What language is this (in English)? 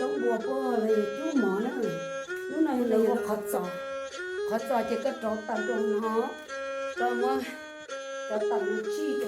Hmong